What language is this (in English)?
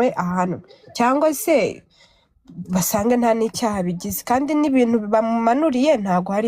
Kinyarwanda